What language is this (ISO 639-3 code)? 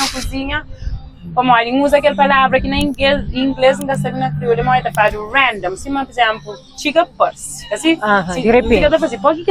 kea